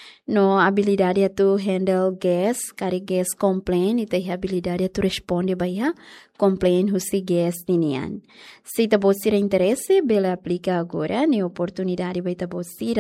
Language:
Tetum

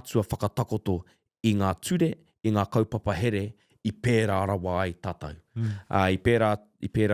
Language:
Māori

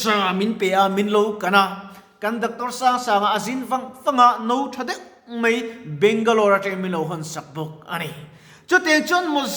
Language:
Mizo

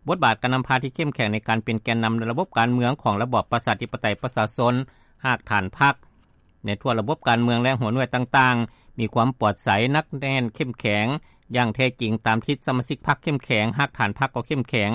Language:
Lao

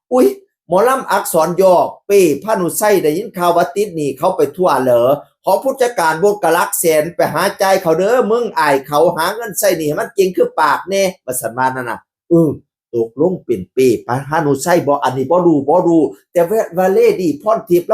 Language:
Northeastern Thai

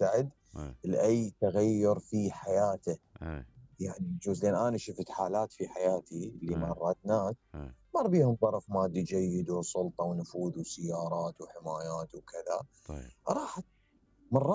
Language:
Mesopotamian Arabic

